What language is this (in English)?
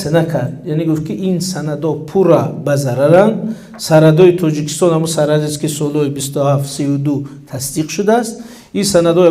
Tajik